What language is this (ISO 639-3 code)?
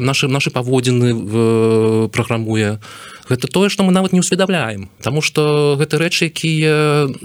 bel